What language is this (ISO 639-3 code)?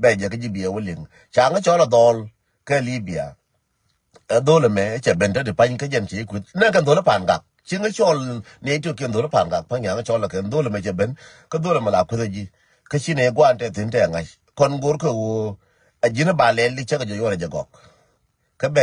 nus